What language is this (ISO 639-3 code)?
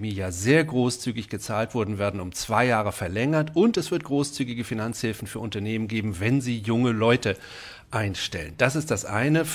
deu